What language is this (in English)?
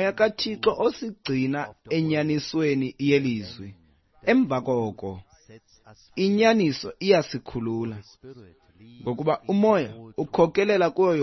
Xhosa